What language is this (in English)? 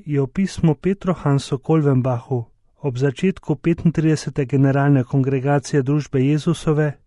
Slovenian